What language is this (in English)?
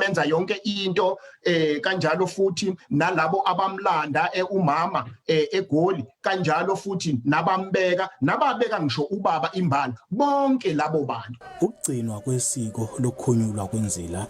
Zulu